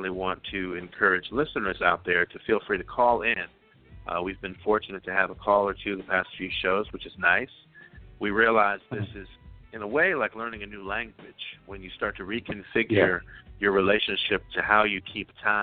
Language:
English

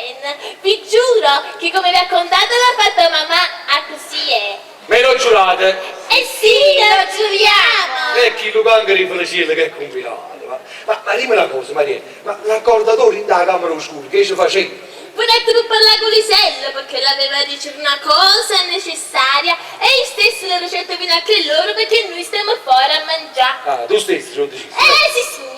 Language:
Neapolitan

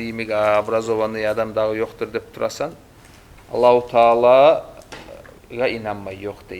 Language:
Kumyk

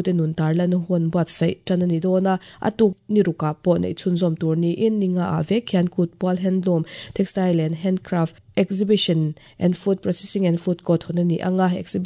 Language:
Mizo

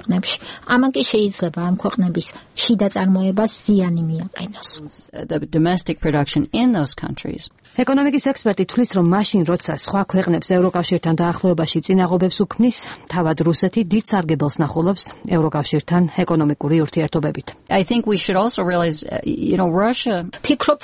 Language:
Georgian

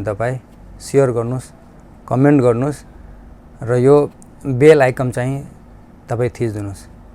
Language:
Nepali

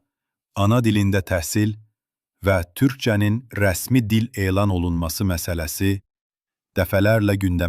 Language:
South Azerbaijani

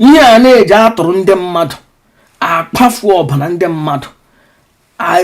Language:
Igbo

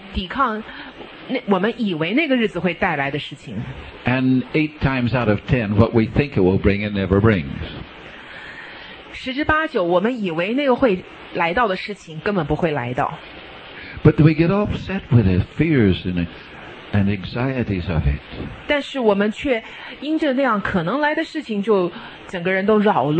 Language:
Chinese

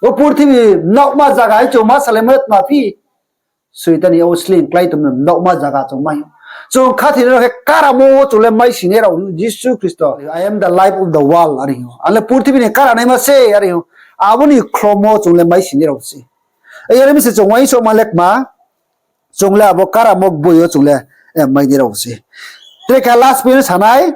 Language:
Riang (India)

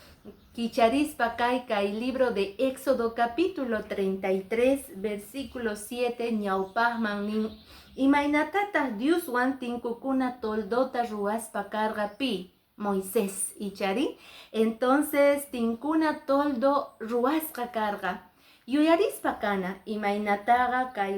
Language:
Quechua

